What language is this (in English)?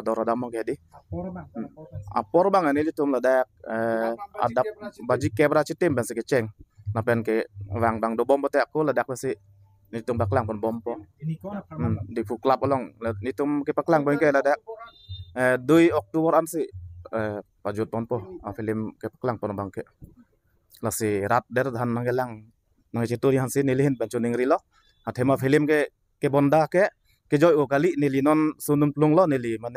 Karbi